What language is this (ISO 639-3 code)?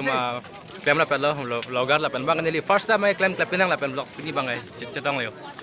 mjw